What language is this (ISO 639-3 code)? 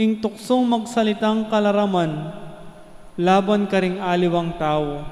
pam